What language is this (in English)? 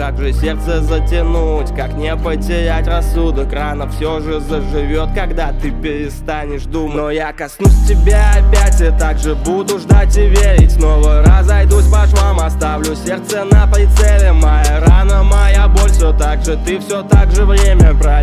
Russian